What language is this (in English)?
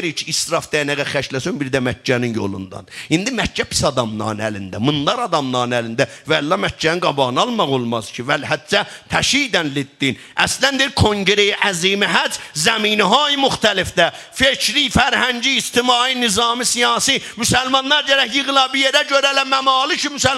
South Azerbaijani